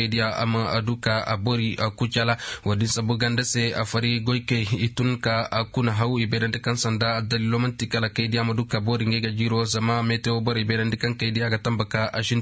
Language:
Zarma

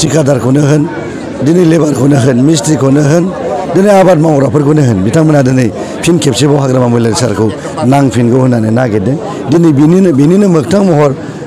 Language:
Bodo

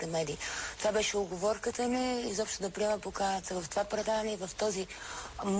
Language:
Bulgarian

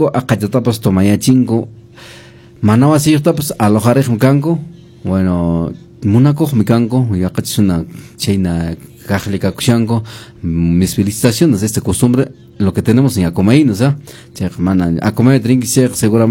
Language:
Quechua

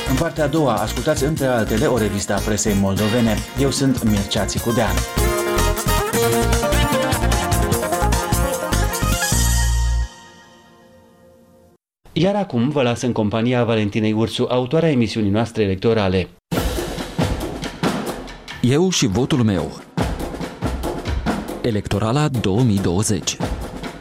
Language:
Romanian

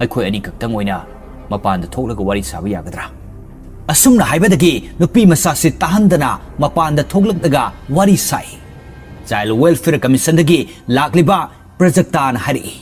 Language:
Manipuri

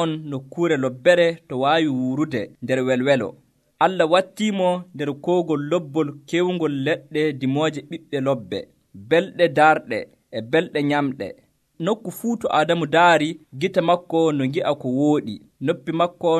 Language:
Nigerian Fulfulde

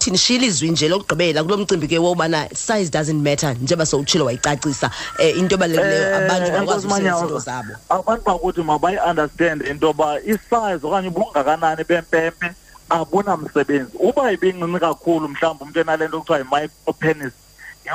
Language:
Xhosa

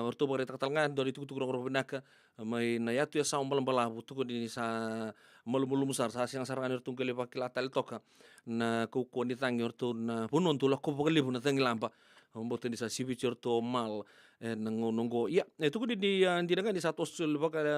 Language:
Fijian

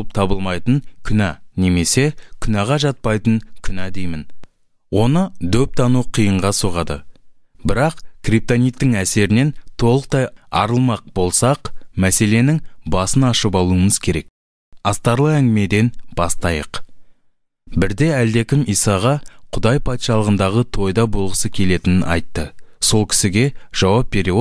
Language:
Kazakh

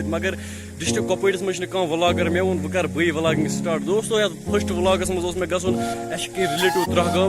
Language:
Kashmiri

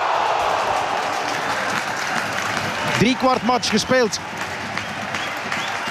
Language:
Dutch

